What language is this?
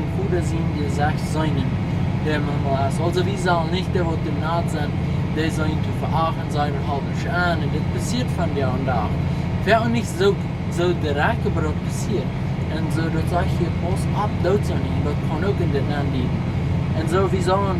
Plautdietsch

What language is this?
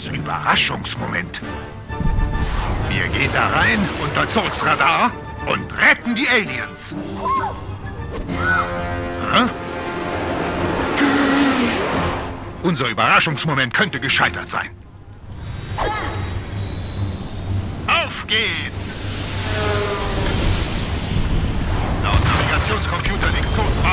German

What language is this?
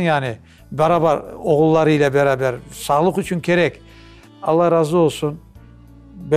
Crimean Tatar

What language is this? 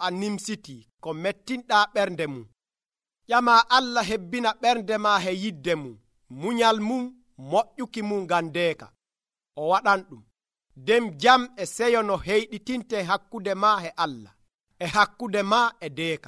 Nigerian Fulfulde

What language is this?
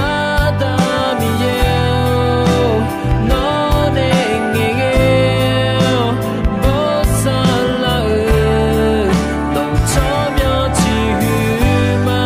Akha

